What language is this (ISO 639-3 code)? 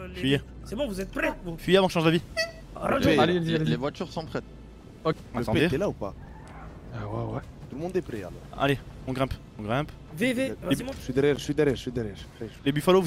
fra